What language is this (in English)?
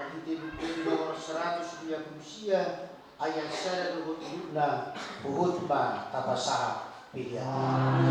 Batak Toba